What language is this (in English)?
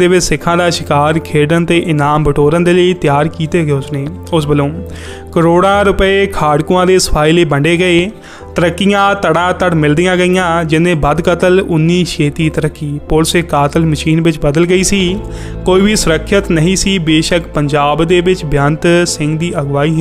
Punjabi